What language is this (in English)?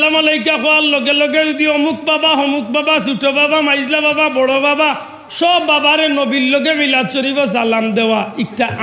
Sylheti